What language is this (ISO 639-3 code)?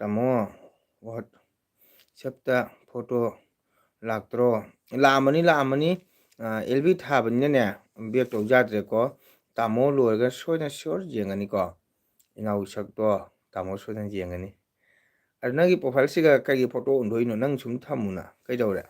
mni